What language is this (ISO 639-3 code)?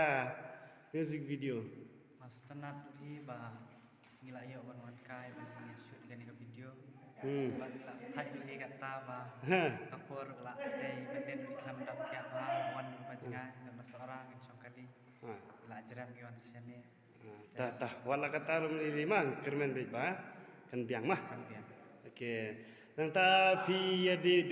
kha